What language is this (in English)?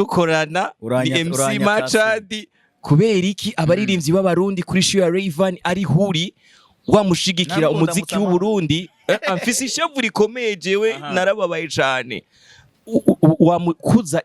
Rundi